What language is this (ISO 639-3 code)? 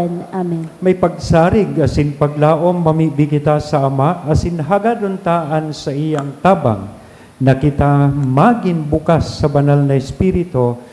bik